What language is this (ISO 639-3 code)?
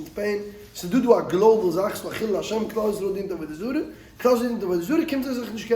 yid